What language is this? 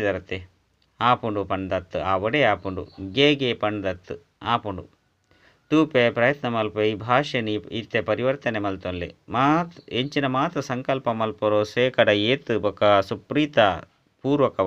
Tulu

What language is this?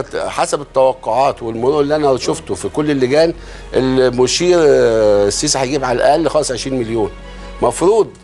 Egyptian Arabic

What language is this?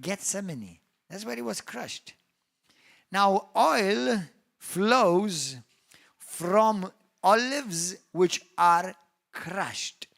English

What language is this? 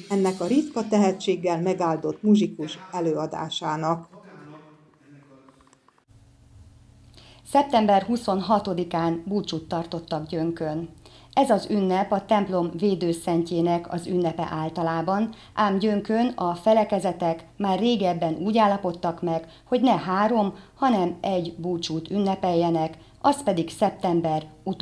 Hungarian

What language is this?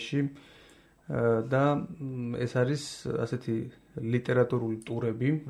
Georgian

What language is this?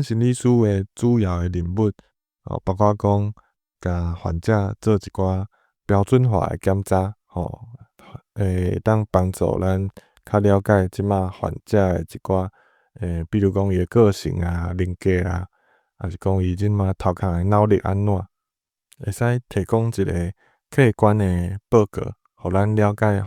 Min Nan Chinese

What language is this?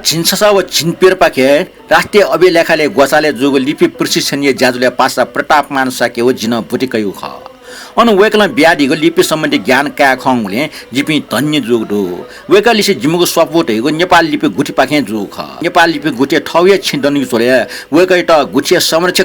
Newari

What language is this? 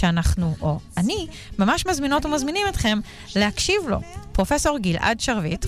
Hebrew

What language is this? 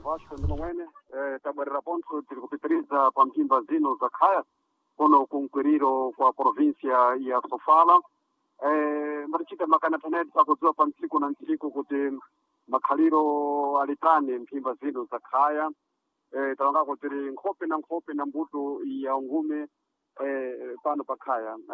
Sena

